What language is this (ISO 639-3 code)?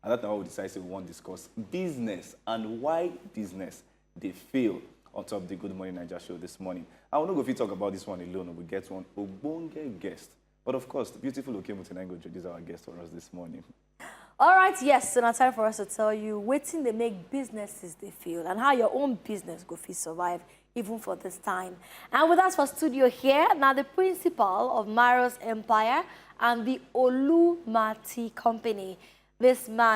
pcm